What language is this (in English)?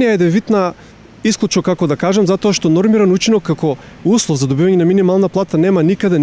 Macedonian